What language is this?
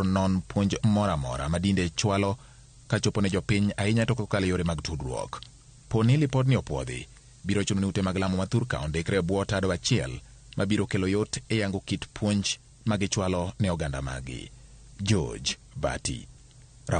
Luo (Kenya and Tanzania)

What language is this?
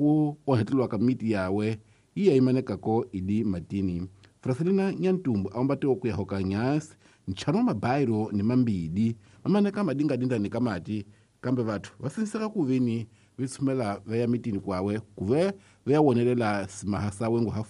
Tsonga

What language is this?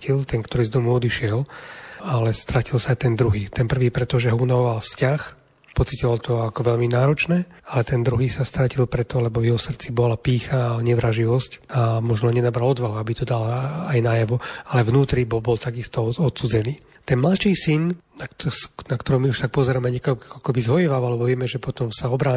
Slovak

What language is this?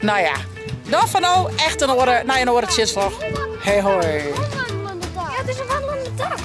Western Frisian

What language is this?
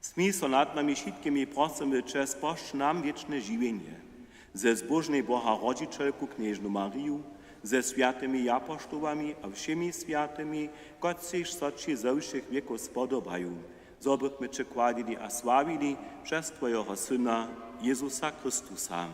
Upper Sorbian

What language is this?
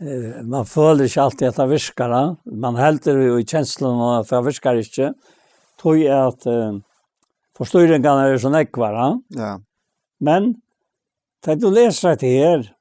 Faroese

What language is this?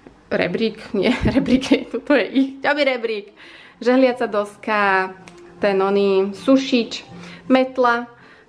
Slovak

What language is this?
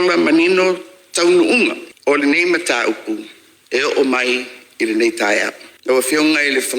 Samoan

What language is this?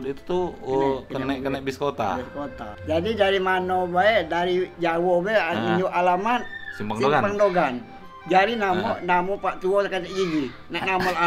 Musi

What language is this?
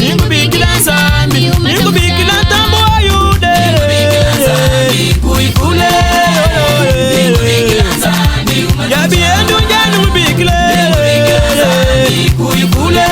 Luba-Lulua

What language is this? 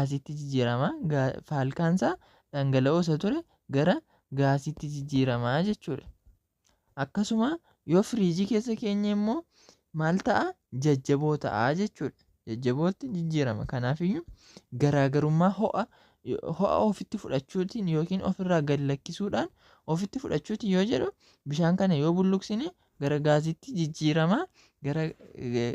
Oromo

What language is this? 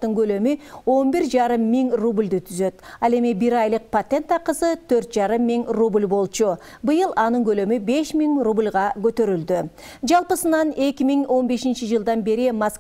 Kyrgyz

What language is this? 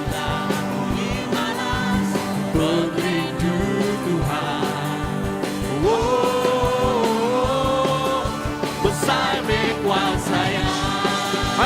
Iban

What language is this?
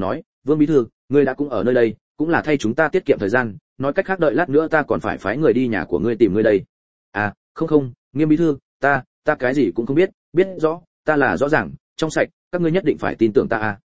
Vietnamese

